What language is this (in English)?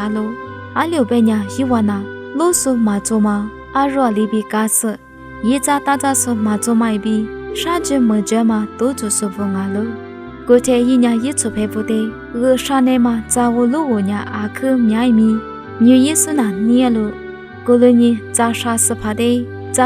Lisu